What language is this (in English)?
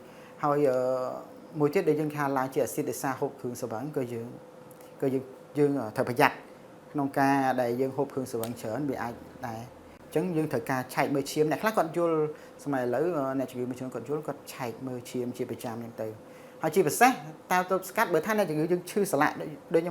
Khmer